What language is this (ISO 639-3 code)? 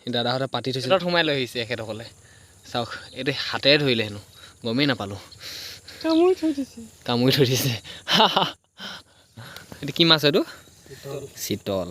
asm